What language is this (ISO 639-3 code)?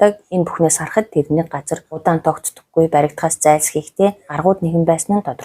mon